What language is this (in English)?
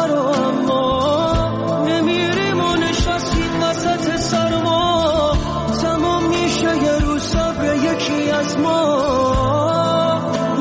Persian